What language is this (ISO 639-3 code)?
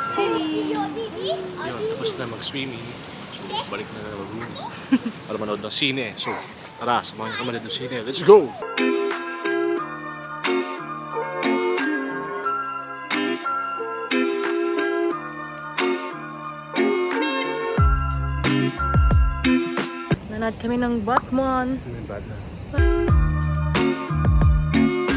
fil